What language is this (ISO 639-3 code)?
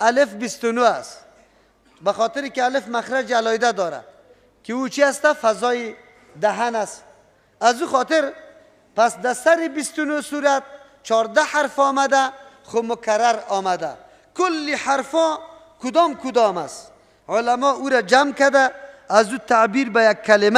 fas